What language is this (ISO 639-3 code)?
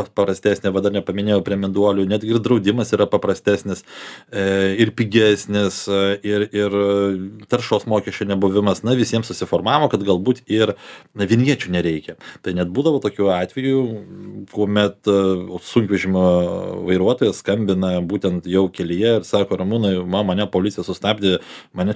lit